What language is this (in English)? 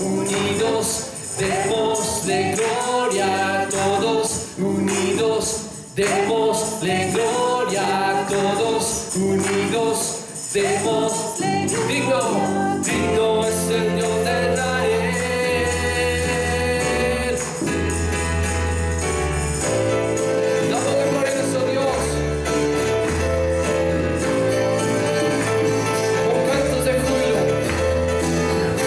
Spanish